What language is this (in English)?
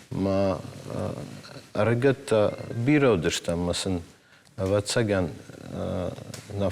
Ossetic